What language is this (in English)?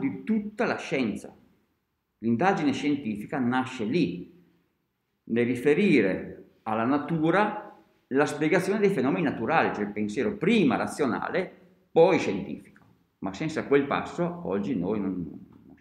Italian